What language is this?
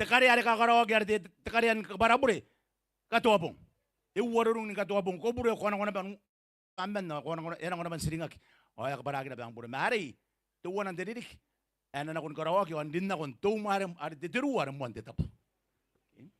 Gilbertese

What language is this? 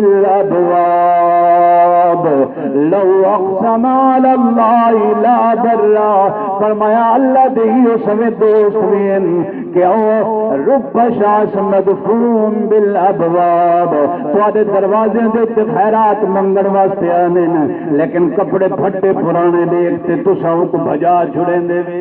Saraiki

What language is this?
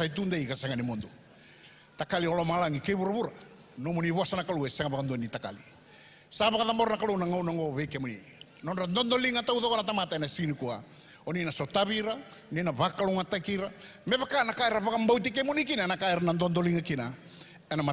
Fijian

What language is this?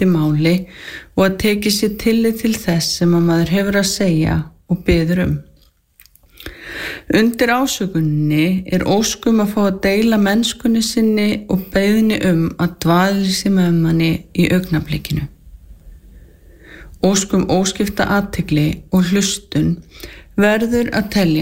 Icelandic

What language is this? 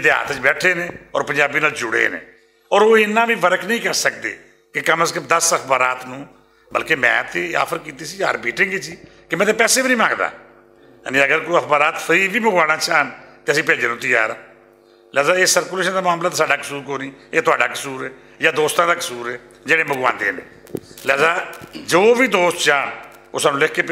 Western Panjabi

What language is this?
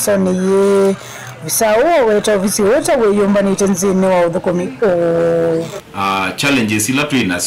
Kamba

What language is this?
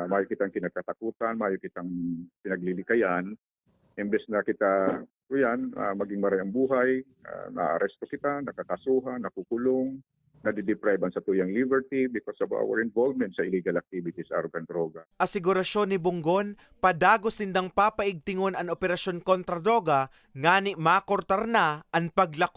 Bikol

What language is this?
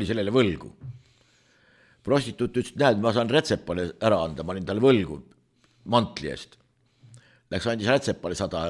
Estonian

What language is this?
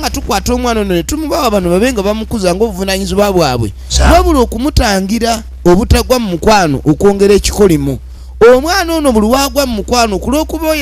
Ganda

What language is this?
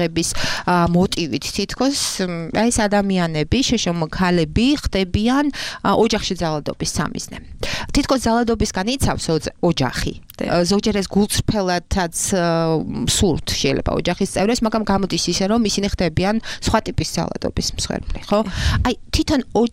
Georgian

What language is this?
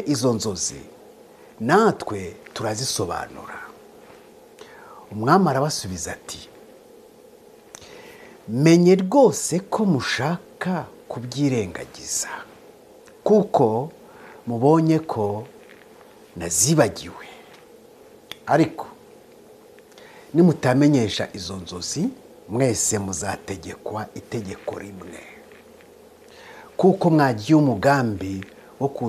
Kinyarwanda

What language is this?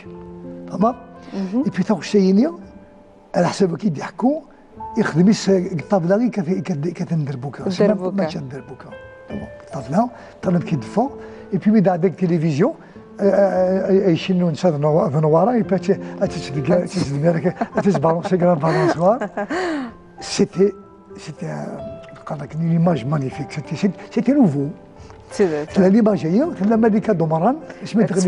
Kabyle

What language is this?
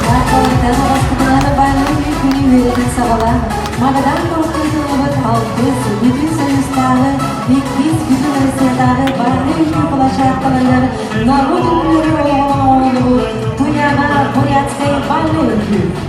Yakut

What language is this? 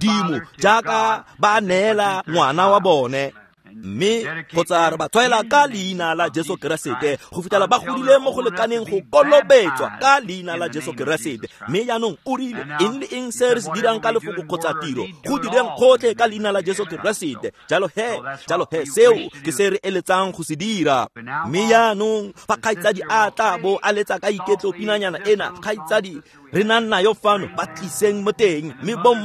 Tswana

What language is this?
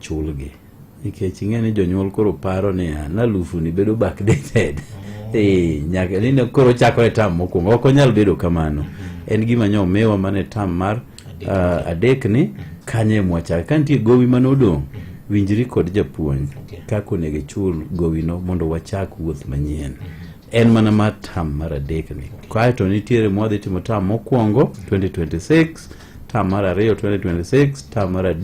Luo (Kenya and Tanzania)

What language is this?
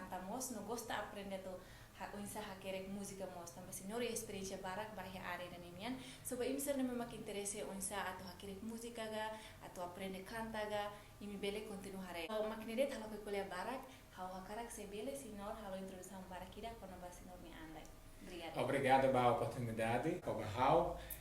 Tetum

